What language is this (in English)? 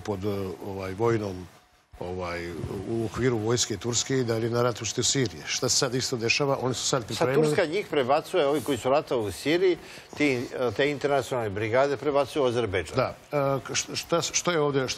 Serbian